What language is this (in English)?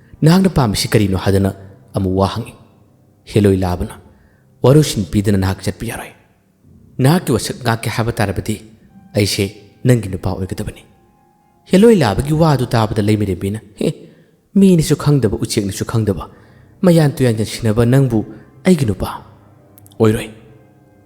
Manipuri